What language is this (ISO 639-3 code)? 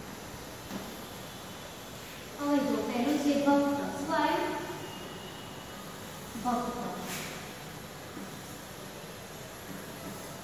guj